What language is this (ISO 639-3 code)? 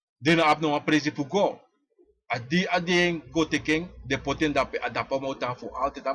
srn